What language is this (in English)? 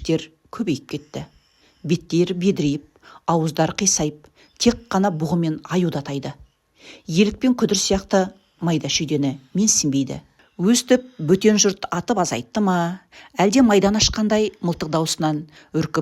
Kazakh